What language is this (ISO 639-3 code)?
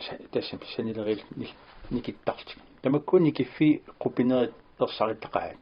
kal